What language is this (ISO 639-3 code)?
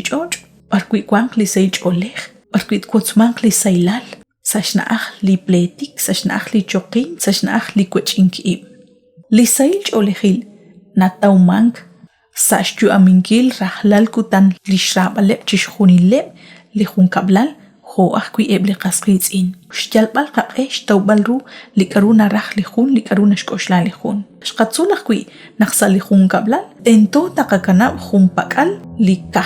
kek